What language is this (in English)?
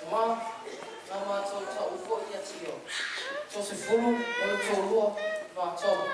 Samoan